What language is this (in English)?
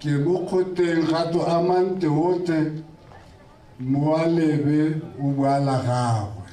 Tswana